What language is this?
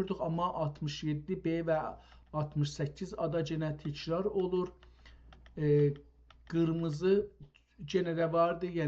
South Azerbaijani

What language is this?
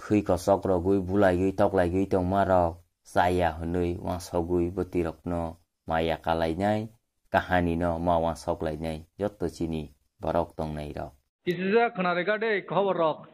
Kok Borok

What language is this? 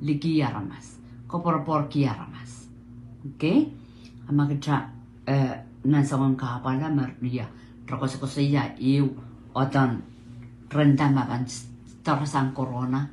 Pohnpeian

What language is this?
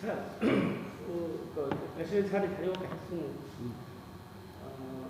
Kok Borok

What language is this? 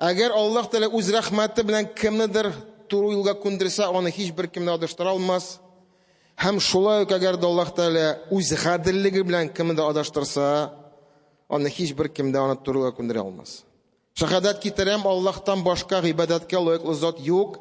Tatar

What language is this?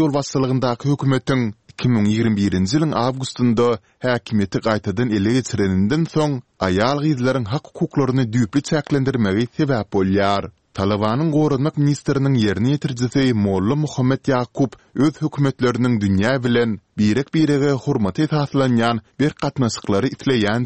Turkmen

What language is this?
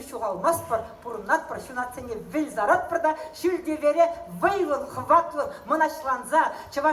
Chuvash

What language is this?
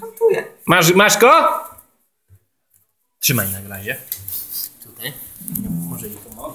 Polish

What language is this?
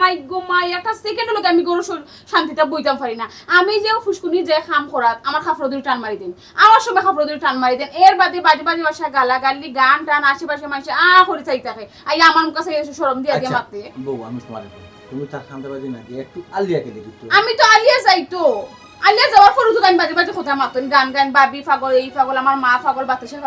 Sylheti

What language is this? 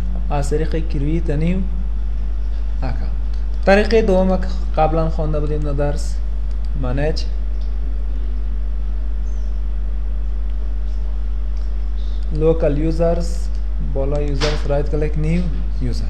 Persian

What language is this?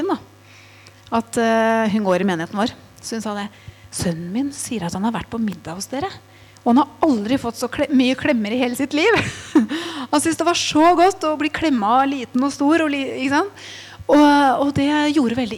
Norwegian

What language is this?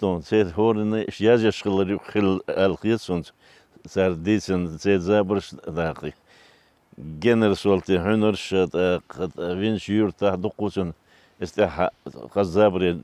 Chechen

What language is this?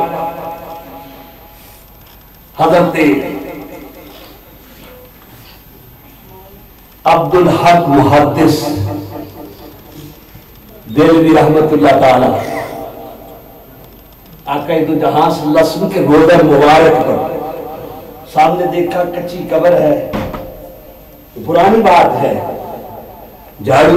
Urdu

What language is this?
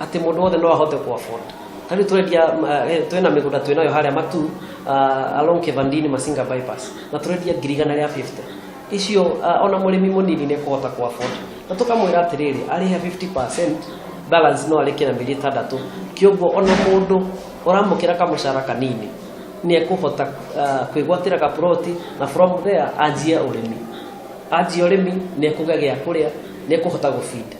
Kikuyu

